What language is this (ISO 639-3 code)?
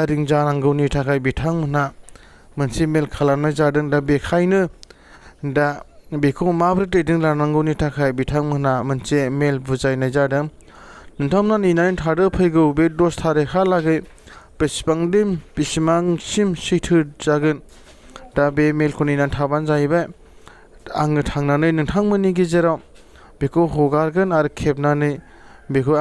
brx